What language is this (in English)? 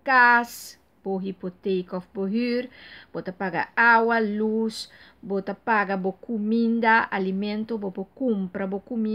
Papiamento